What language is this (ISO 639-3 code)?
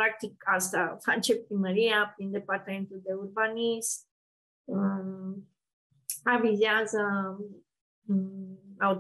ron